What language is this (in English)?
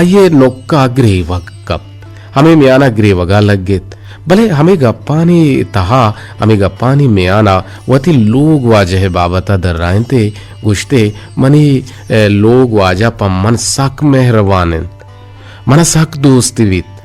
Eastern Balochi